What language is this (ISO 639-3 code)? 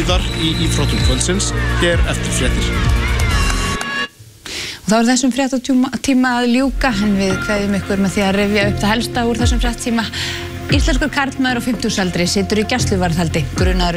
isl